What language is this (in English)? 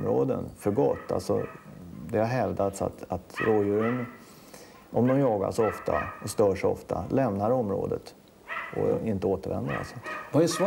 Swedish